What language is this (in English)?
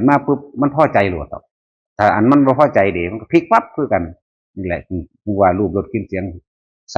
Northeastern Thai